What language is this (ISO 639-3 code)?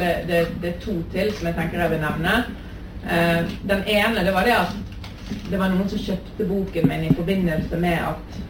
nor